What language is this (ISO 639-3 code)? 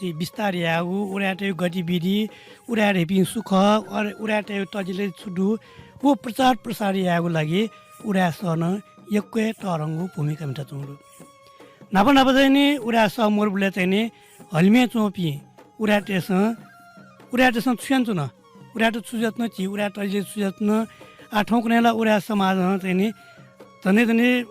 new